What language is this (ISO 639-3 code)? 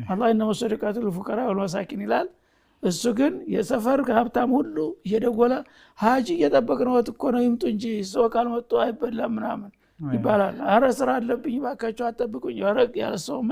amh